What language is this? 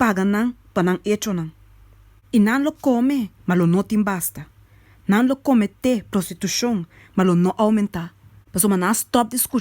Papiamento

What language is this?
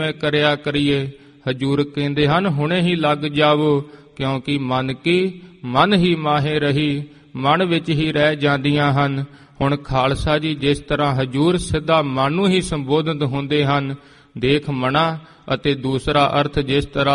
Punjabi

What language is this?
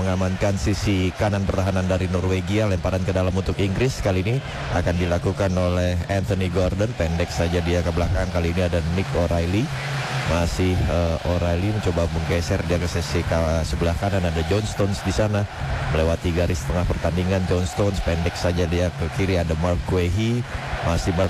Indonesian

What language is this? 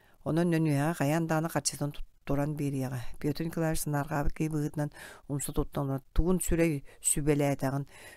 Yakut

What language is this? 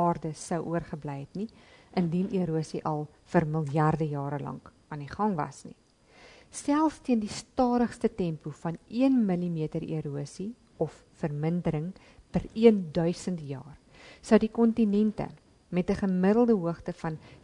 Afrikaans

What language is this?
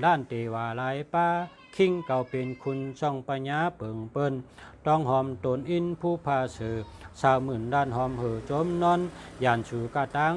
Shan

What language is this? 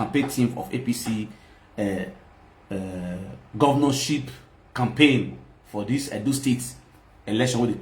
Nigerian Pidgin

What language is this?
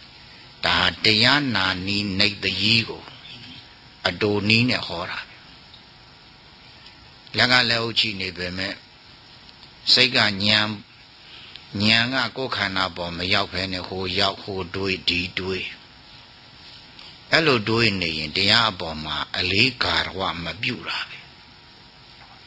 Burmese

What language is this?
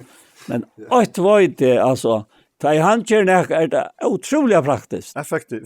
Faroese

